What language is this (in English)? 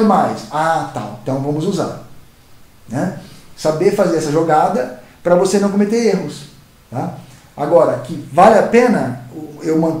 Portuguese